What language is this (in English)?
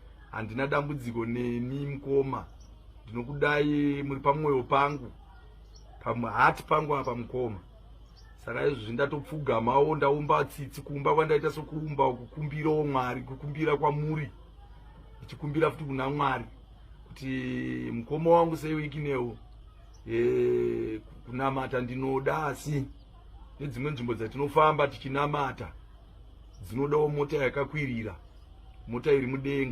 Shona